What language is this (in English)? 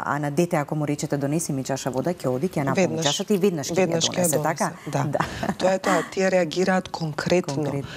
Macedonian